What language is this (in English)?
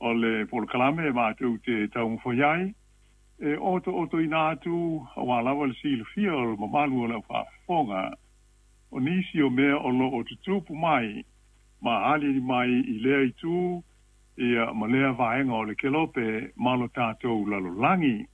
Samoan